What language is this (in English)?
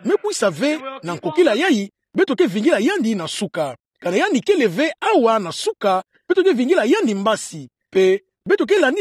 Kituba (Democratic Republic of Congo)